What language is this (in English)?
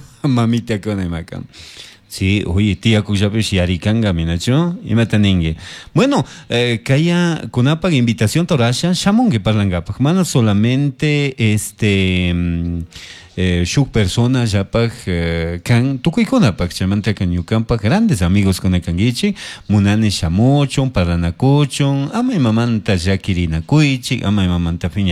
Chimborazo Highland Quichua